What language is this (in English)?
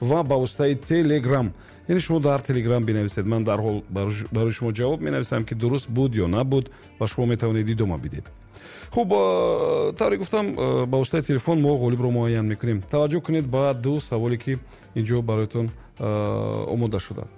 Tajik